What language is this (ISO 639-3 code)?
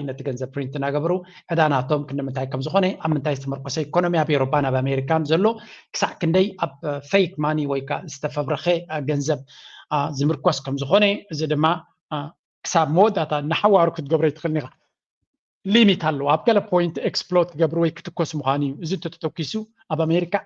tir